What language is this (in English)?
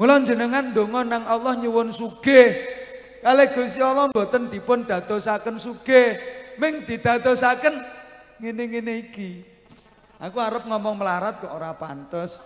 Javanese